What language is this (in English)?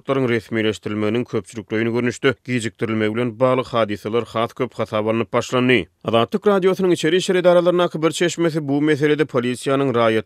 Turkmen